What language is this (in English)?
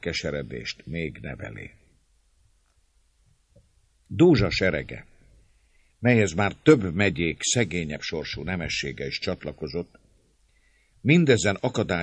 Hungarian